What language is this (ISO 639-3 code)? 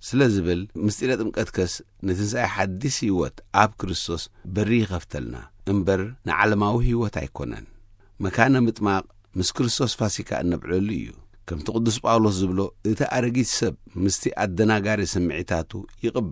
tir